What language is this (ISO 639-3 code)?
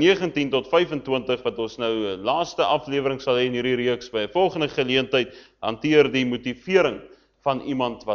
afr